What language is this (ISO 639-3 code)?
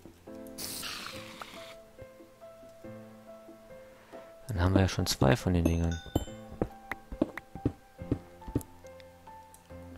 deu